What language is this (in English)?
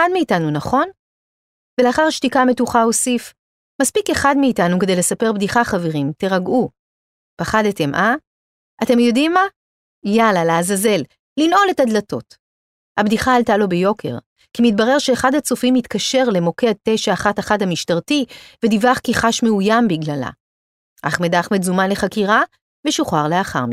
Hebrew